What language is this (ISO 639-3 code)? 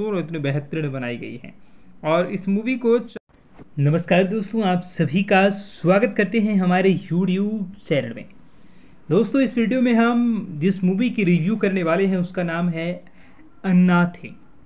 hin